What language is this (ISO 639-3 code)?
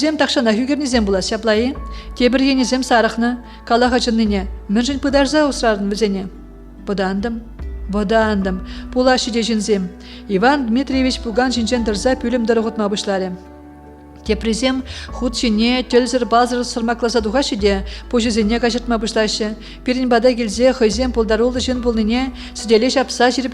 chv